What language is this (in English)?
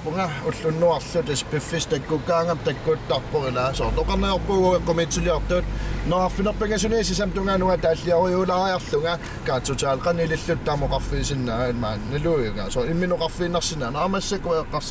Kalaallisut